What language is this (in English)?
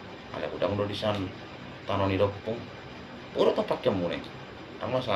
Batak Toba